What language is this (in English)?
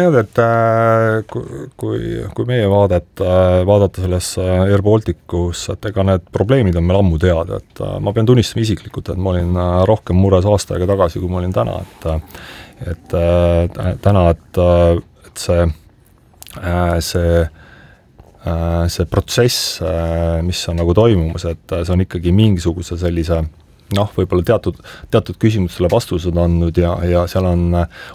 Estonian